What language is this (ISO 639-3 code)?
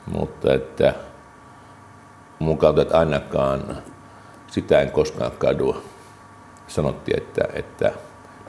fin